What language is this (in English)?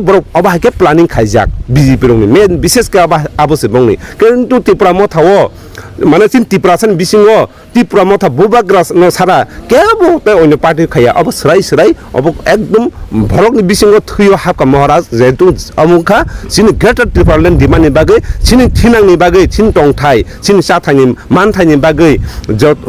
Kok Borok